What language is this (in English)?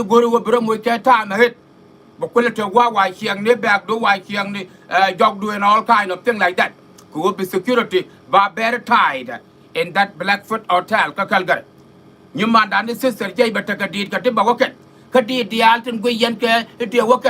Nuer